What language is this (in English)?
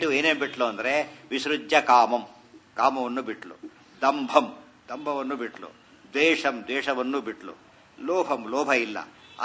Kannada